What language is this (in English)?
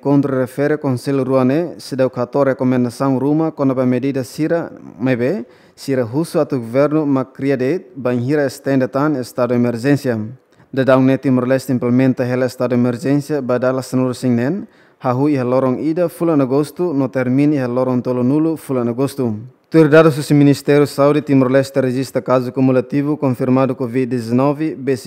Tetum